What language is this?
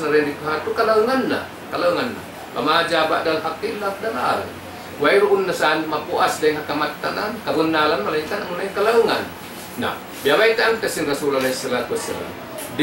Tausug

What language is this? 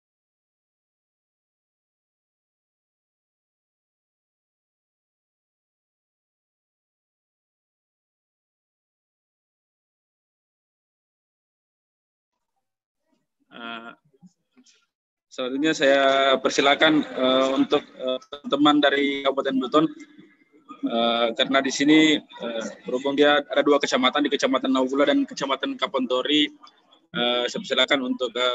Indonesian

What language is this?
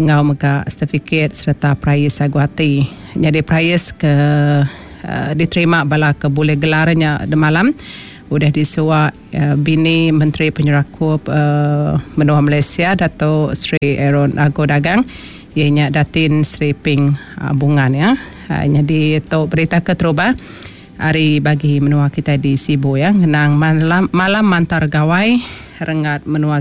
Iban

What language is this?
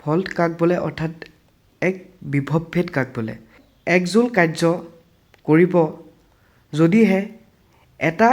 Assamese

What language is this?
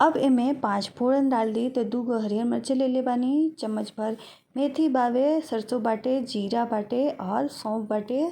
Bhojpuri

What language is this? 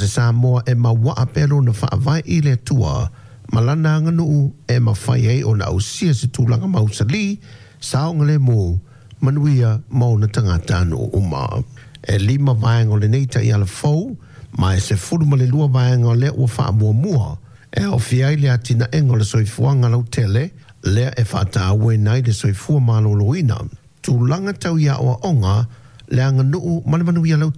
Samoan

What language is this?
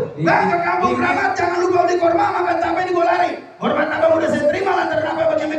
Betawi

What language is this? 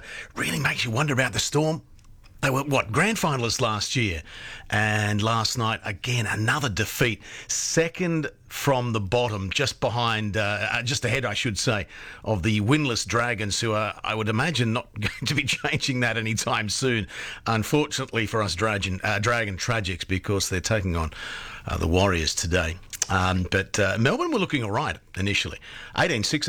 English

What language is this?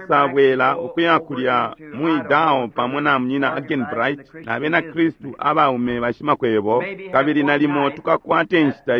Bemba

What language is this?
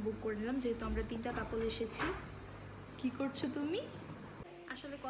Bangla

